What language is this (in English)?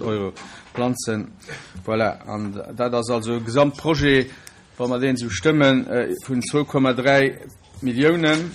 Luxembourgish